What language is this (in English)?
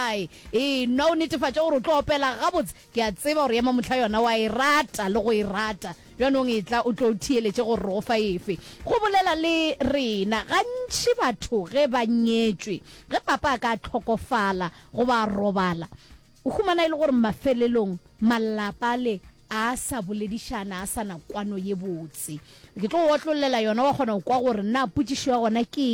Northern Sotho